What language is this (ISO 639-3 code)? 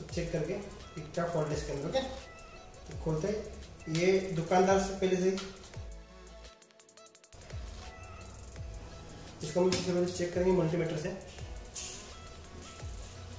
hin